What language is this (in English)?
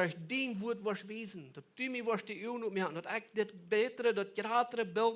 Plautdietsch